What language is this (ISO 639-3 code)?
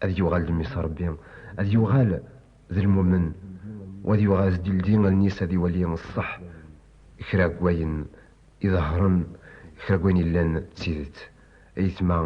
kab